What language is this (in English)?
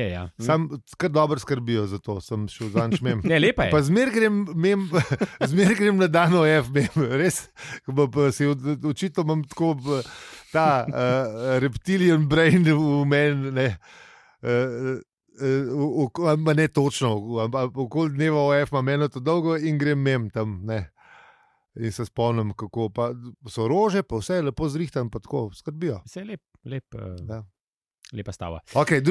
Slovenian